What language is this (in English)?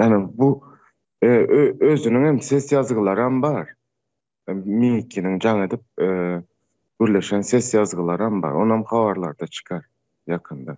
Turkmen